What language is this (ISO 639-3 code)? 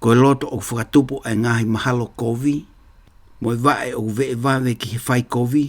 ton